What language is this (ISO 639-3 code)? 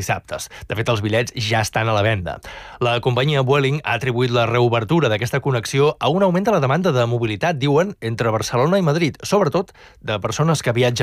cat